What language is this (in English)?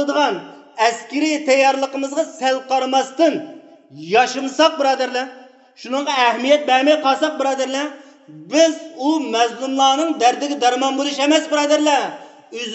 Uyghur